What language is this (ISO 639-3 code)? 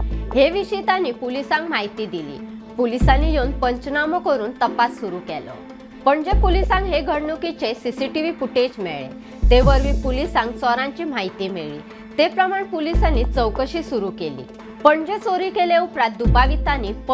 kok